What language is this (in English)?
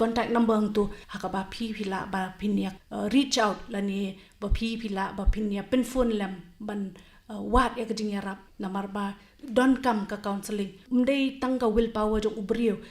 Khasi